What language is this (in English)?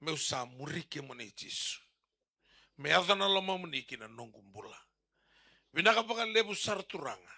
Fijian